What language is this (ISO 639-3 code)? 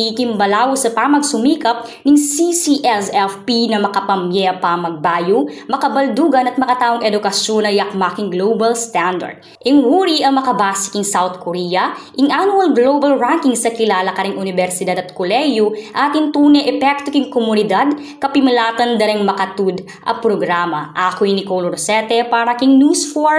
pam